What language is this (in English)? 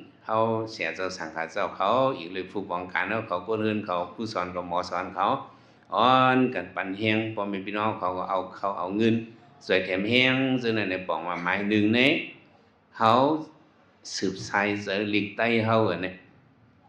Shan